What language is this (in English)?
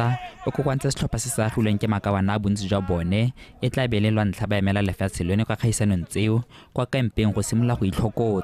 Tswana